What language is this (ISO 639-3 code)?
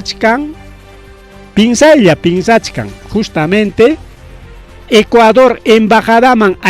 quy